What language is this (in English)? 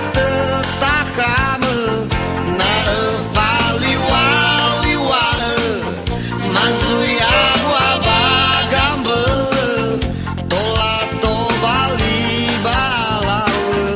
Nias